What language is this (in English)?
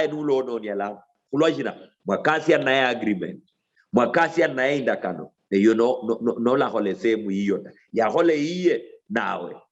Luyia